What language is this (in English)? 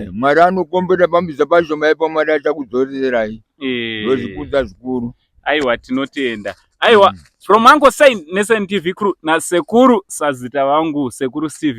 Shona